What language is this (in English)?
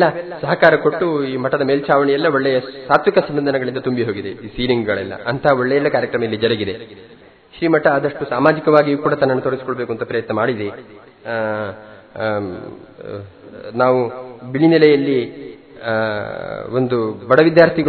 Kannada